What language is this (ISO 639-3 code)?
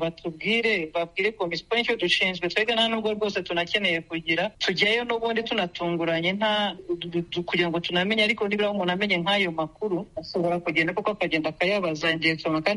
kin